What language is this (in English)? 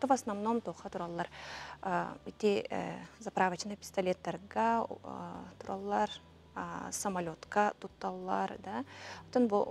Yakut